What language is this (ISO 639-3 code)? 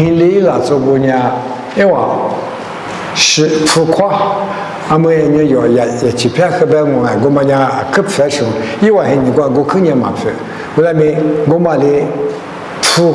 lis